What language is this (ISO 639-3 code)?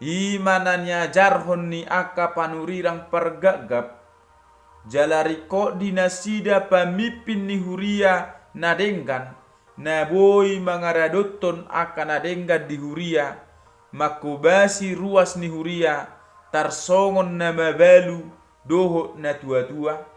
bbc